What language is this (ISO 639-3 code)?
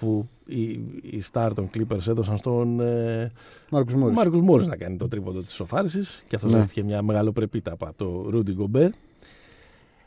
ell